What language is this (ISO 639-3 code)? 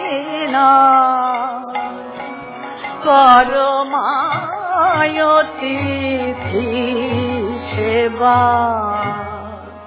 ben